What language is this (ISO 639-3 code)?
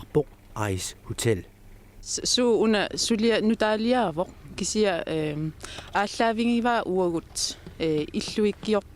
kal